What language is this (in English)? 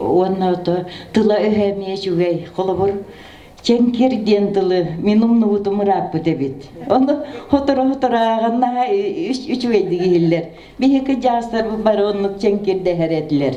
Yakut